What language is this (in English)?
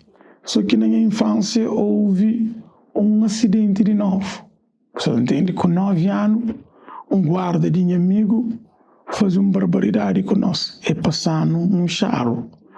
Kabuverdianu